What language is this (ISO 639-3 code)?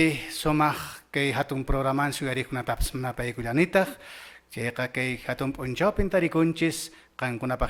que